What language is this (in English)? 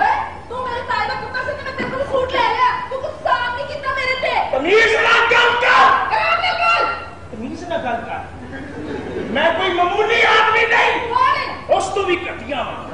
Punjabi